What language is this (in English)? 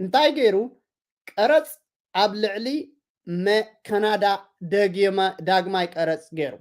Tigrinya